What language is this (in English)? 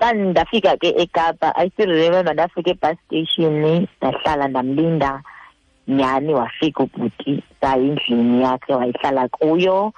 Xhosa